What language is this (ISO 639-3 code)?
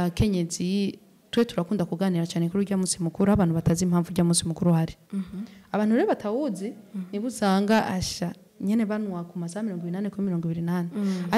run